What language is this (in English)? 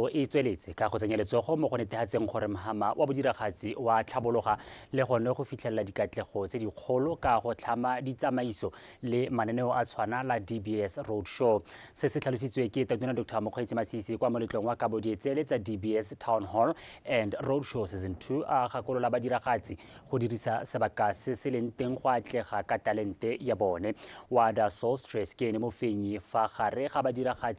Tswana